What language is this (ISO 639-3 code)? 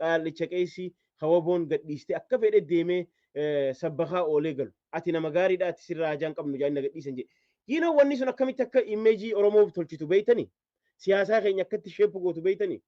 orm